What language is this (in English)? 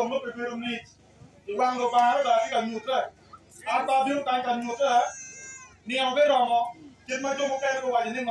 Acoli